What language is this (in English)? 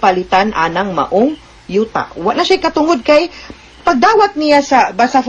Cebuano